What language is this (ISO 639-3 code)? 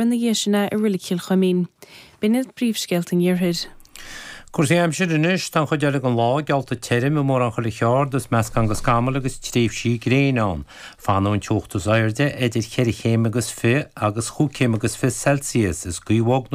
gle